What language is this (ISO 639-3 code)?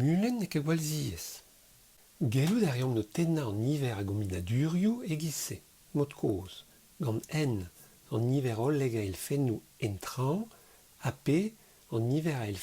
bre